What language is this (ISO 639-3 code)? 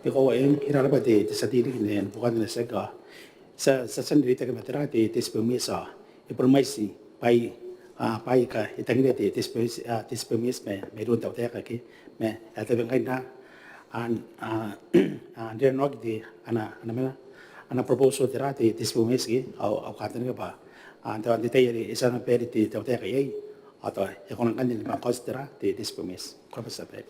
gil